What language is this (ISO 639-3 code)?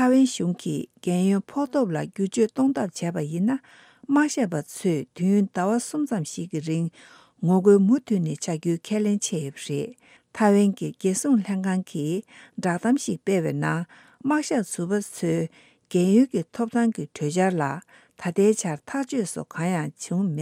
bod